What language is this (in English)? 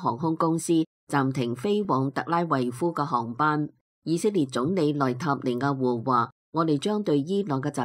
Cantonese